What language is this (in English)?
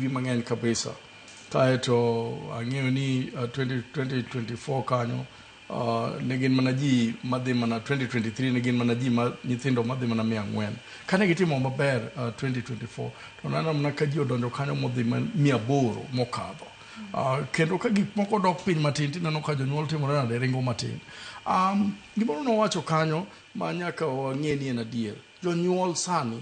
Luo (Kenya and Tanzania)